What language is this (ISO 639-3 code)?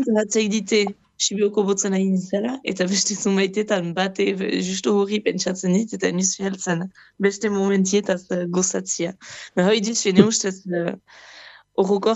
eus